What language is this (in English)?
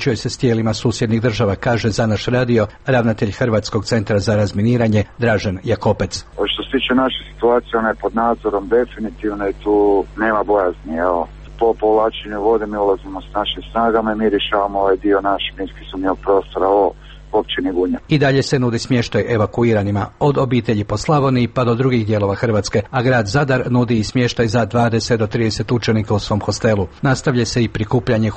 Croatian